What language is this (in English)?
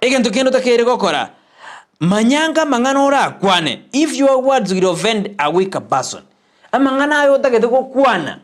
Gusii